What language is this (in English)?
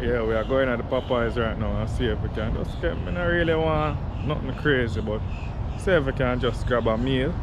Jamaican Creole English